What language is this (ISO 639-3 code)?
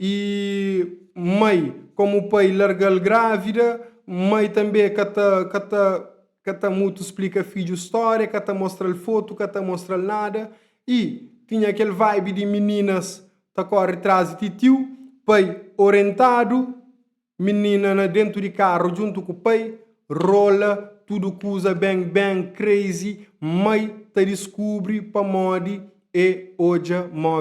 kea